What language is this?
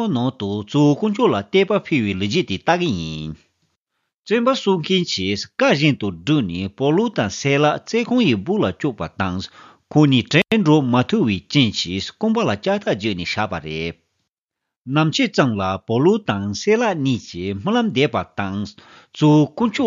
Tibetan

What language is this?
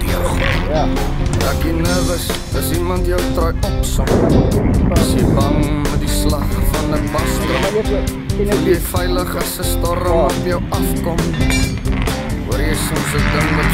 Afrikaans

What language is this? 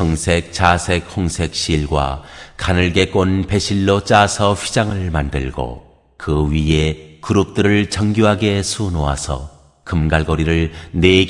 Korean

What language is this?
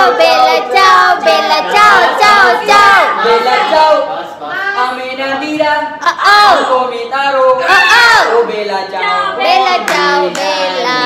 Punjabi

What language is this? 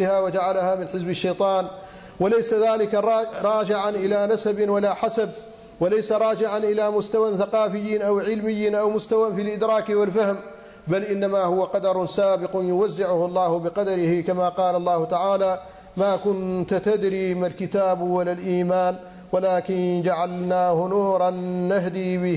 Arabic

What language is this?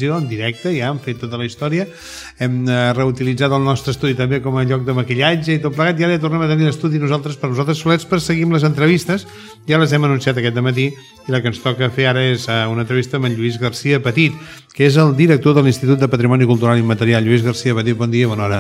Catalan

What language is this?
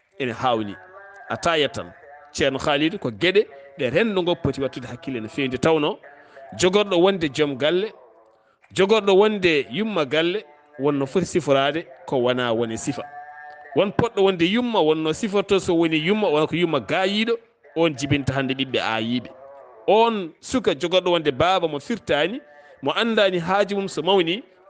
Fula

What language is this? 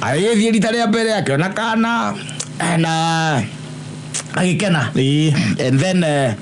Kikuyu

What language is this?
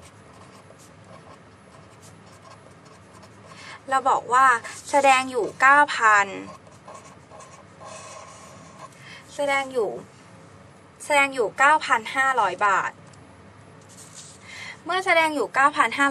Thai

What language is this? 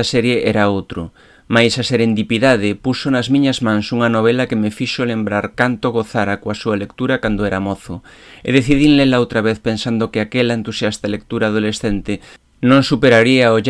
Galician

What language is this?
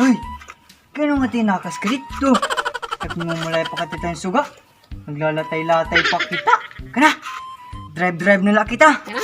Waray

